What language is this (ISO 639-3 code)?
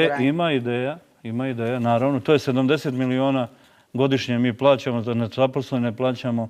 bos